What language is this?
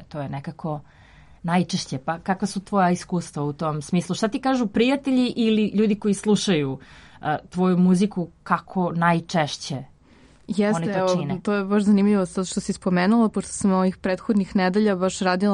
Serbian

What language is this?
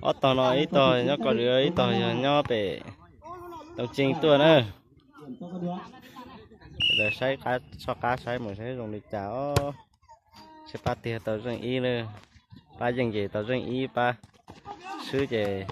Hmong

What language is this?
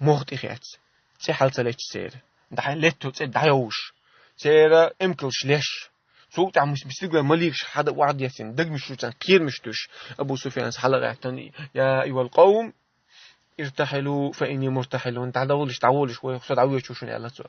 Chechen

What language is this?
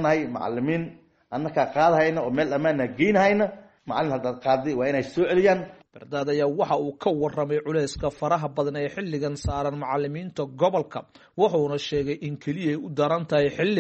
Somali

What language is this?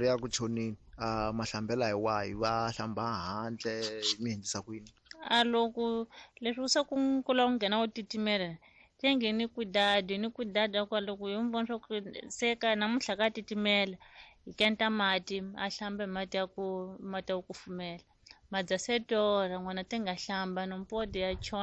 Tsonga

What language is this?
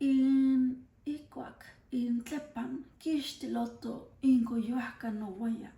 Classical Nahuatl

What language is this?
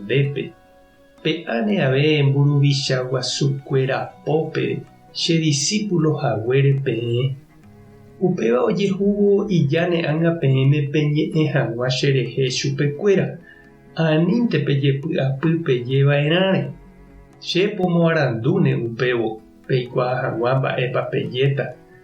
Guarani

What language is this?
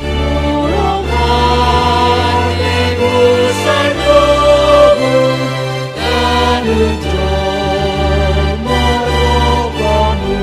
Batak Simalungun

